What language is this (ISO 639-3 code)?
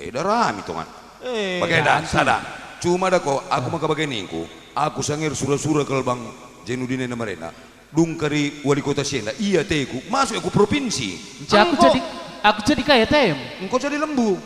btx